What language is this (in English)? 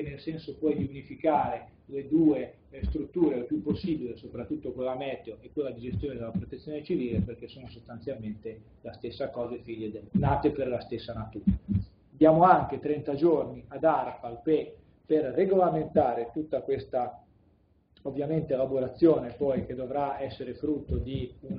Italian